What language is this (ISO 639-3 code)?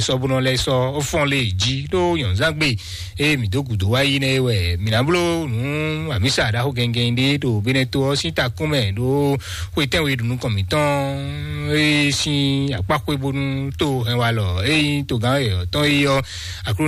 fon